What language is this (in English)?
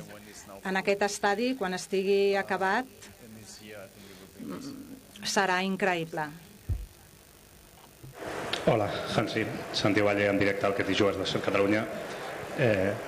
Catalan